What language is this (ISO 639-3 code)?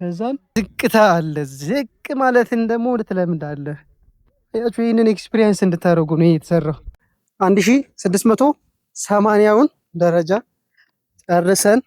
amh